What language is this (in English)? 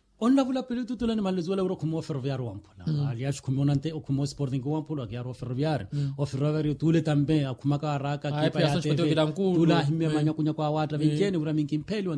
Makhuwa